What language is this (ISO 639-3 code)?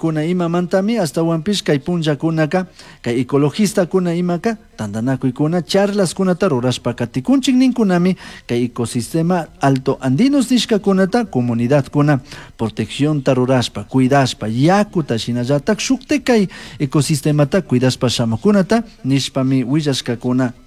qug